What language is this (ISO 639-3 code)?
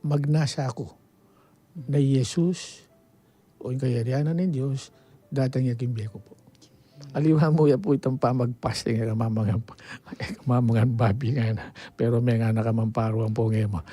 pam